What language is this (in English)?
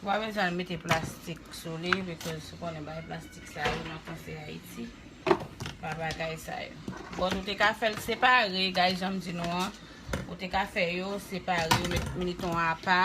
Haitian Creole